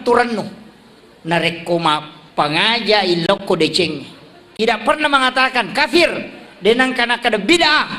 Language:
Buginese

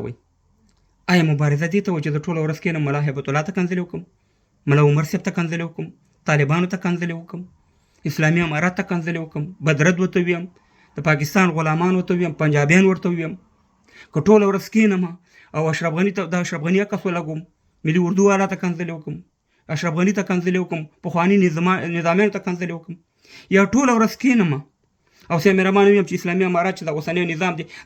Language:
Pashto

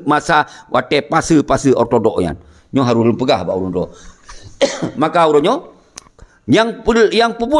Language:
Achinese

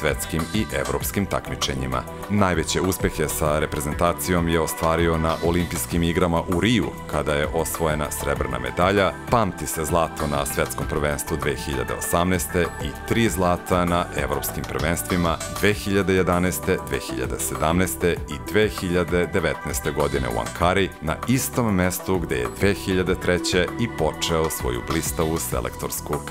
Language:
Serbian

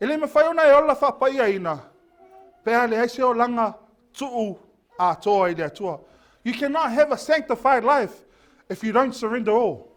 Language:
Samoan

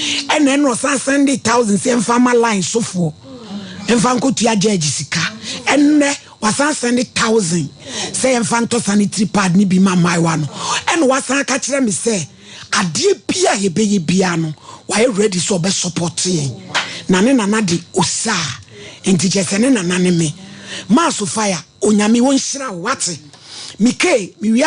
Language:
Akan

